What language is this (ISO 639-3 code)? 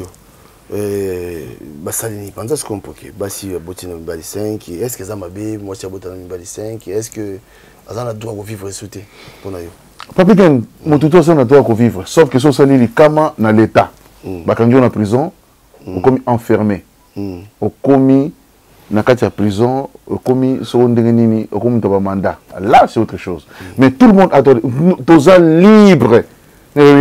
lin